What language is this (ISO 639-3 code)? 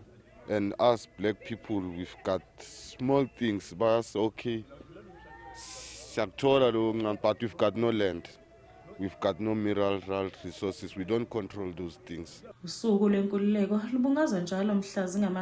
zul